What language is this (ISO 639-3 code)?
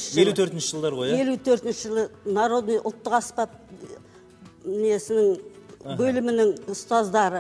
kaz